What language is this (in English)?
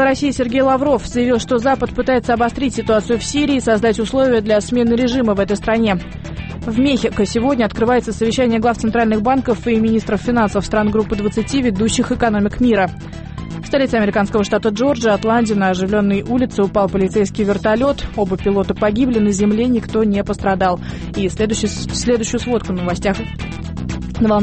Russian